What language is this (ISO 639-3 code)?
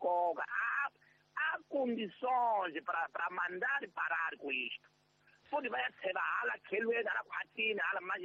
tso